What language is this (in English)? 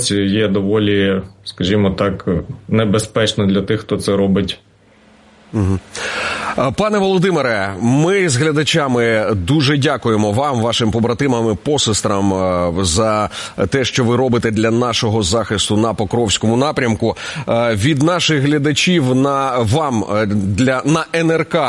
Ukrainian